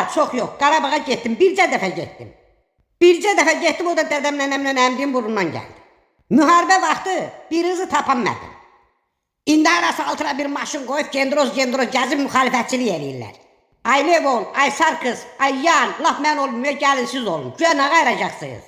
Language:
Azerbaijani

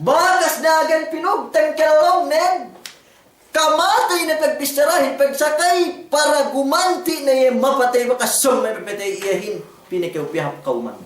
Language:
Yakan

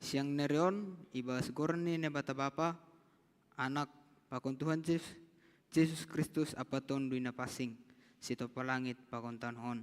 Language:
Batak Simalungun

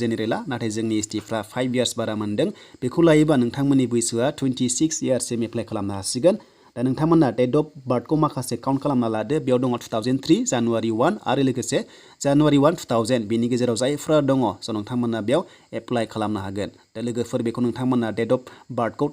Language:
Bodo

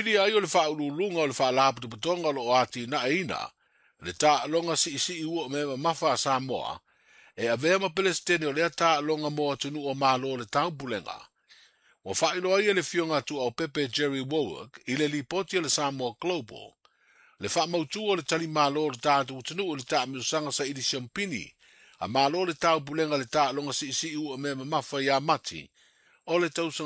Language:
Samoan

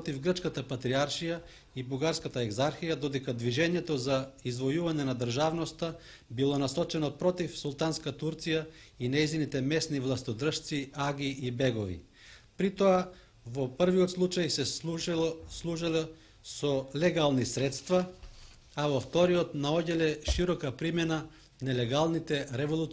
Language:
Macedonian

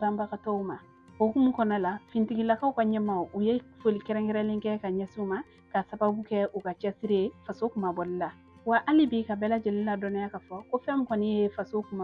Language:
Bambara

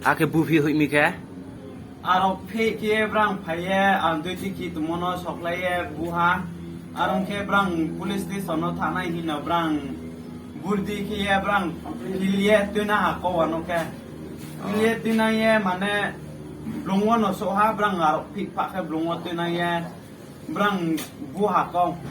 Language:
Riang (India)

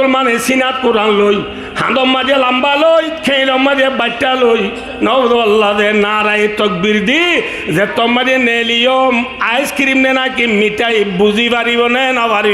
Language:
Rohingya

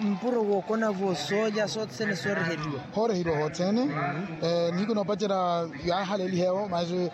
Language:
Makhuwa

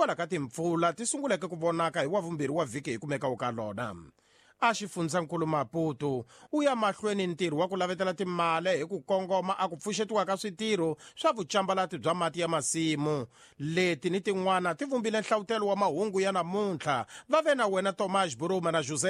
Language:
Tsonga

